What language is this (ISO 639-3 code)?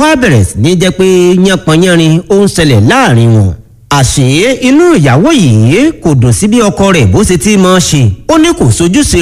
yor